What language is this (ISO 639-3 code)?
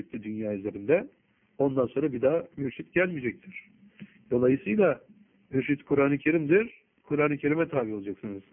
tur